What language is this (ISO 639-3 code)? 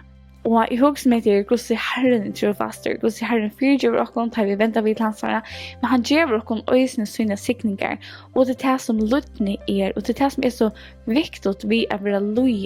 fao